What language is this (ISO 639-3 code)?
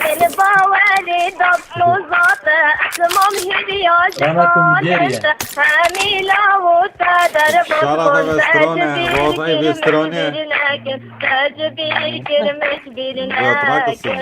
kur